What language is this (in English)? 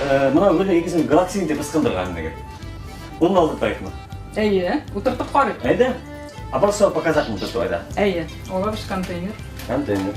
Bashkir